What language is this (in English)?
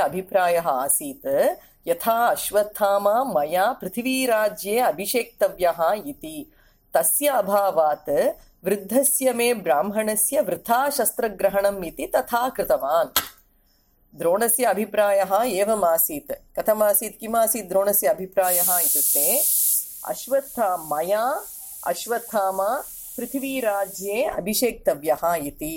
Sanskrit